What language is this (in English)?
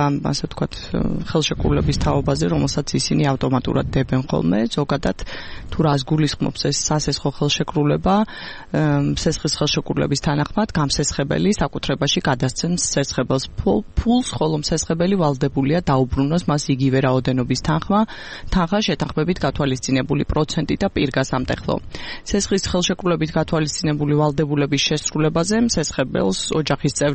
Georgian